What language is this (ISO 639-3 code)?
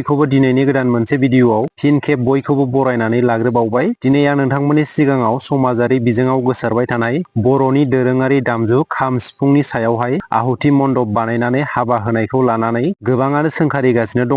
brx